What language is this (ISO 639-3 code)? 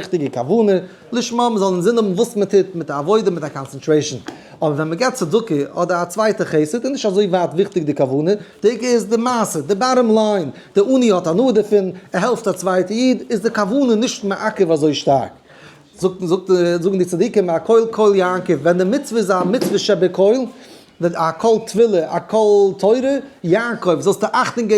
yid